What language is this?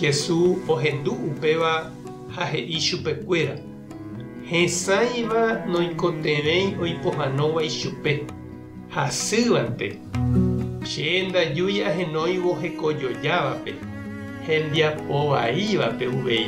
Guarani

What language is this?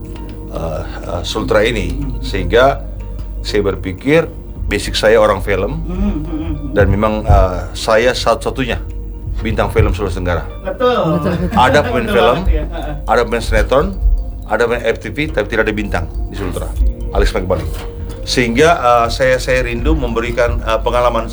Indonesian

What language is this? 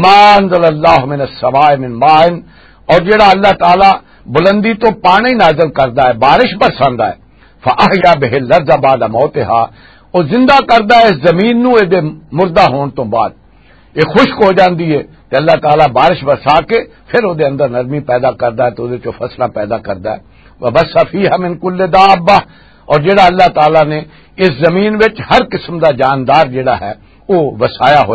Western Panjabi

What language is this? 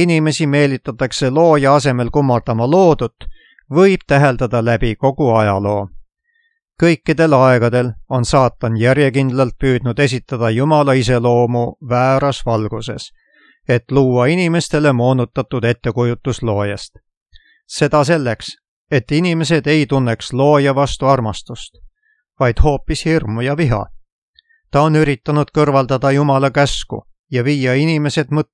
Estonian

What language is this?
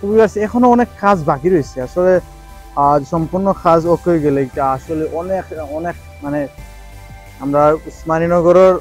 Sylheti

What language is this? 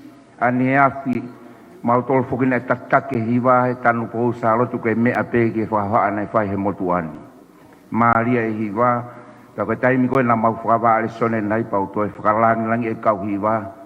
Tongan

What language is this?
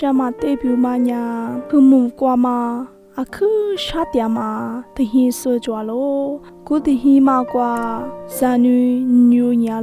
Lisu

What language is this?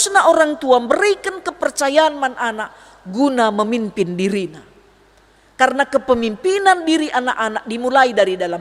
Batak Karo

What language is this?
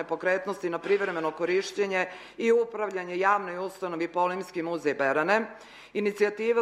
Serbian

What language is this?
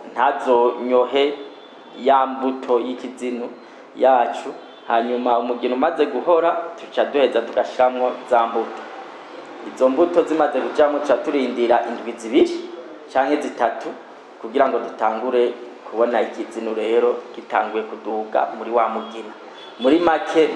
Rundi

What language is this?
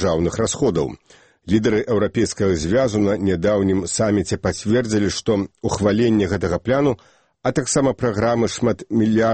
Belarusian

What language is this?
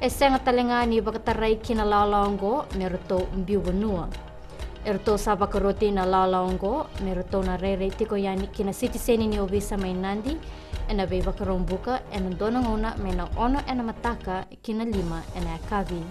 Fijian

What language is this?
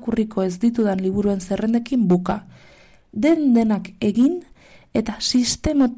Basque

